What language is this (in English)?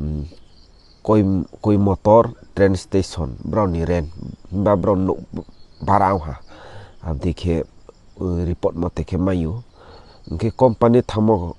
Riang (India)